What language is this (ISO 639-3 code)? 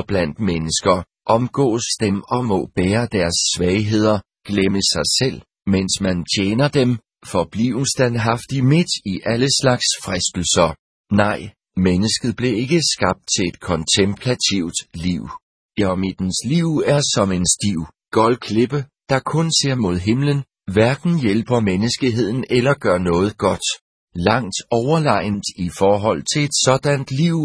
dan